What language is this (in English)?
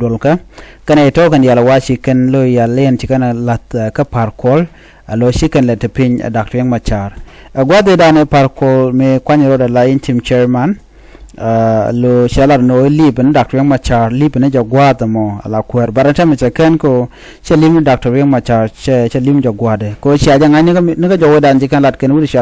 Nuer